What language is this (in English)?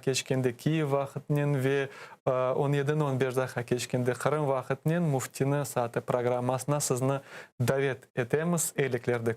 Crimean Tatar